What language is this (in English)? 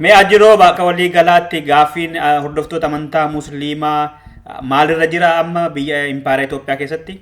Oromo